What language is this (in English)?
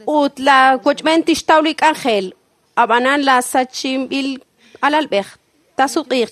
Kekchí